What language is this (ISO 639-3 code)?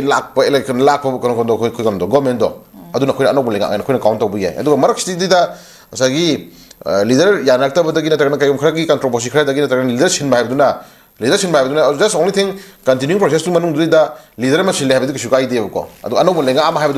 mni